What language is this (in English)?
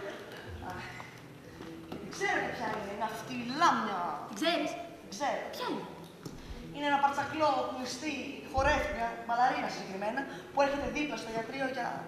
Greek